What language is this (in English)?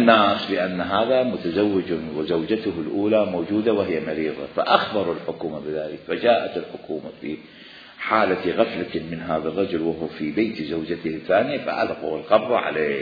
Mesopotamian Arabic